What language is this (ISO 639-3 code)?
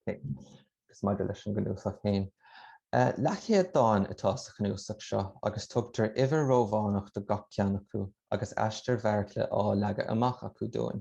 gle